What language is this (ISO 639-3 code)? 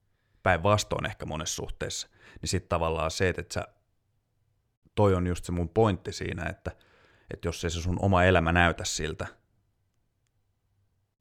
fin